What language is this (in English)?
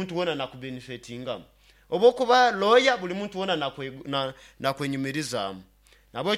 Nyoro